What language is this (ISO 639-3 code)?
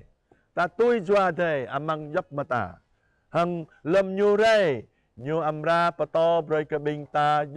jra